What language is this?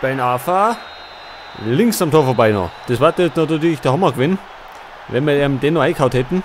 Bavarian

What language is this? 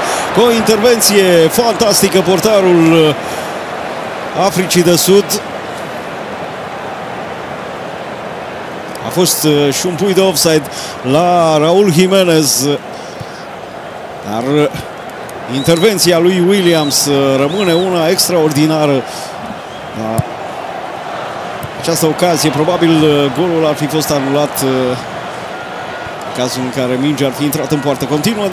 Romanian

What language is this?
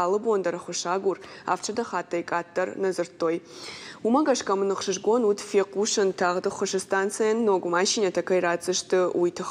Ossetic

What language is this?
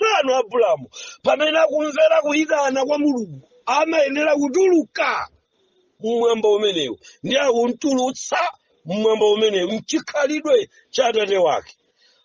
Nyanja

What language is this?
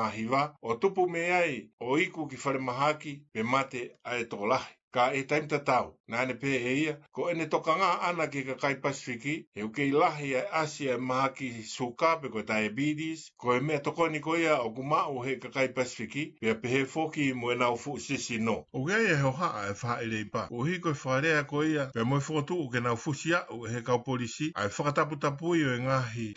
Tongan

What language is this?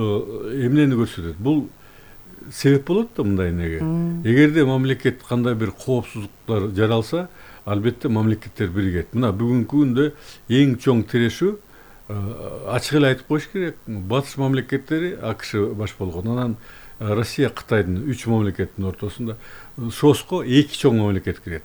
Kyrgyz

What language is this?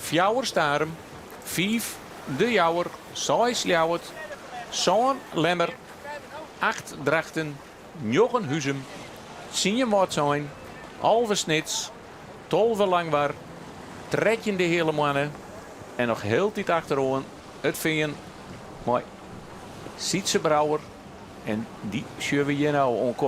Western Frisian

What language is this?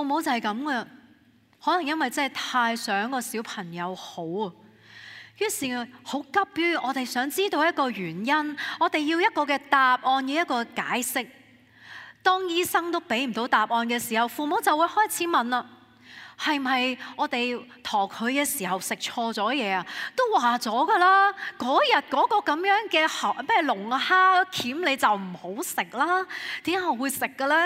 Cantonese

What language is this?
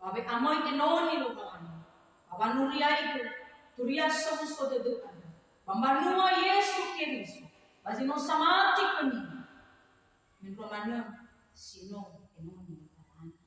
Nias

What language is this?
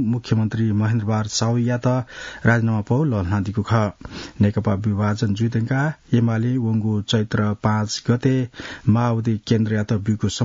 Newari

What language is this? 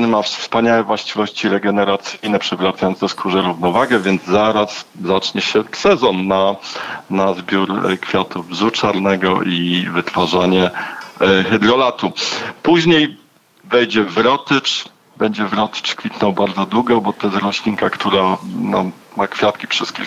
Polish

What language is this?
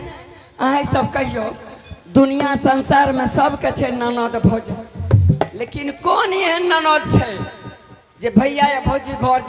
Angika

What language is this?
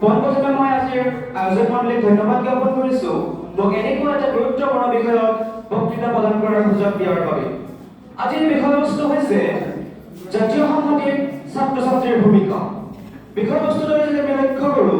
Assamese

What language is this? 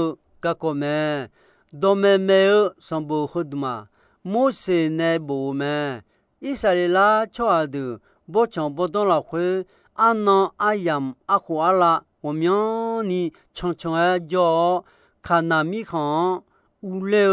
Akha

